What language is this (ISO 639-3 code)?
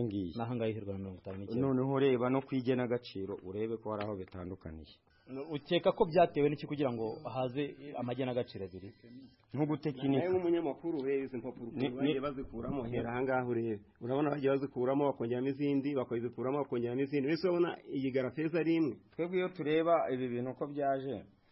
kin